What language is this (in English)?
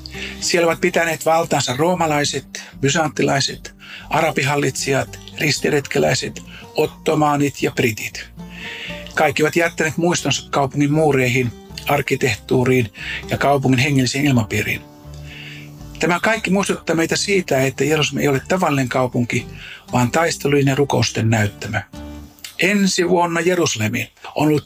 Finnish